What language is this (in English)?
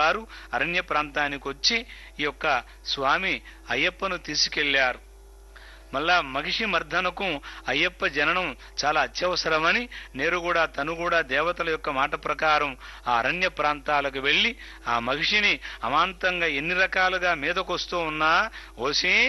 Telugu